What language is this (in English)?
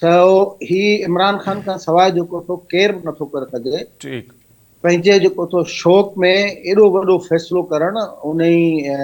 Sindhi